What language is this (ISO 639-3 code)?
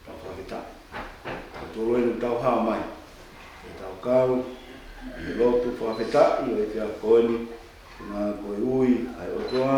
ton